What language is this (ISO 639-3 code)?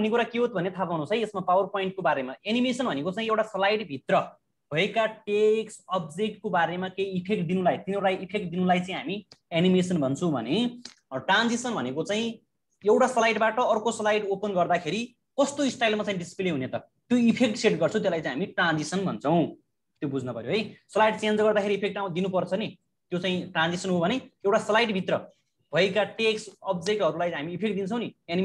nep